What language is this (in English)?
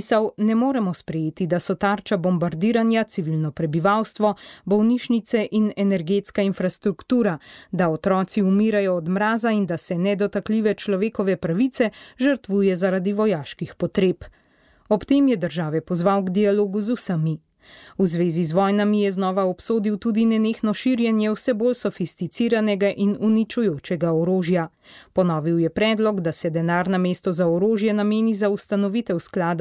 Slovenian